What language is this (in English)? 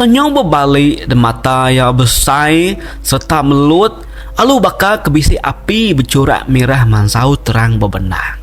Iban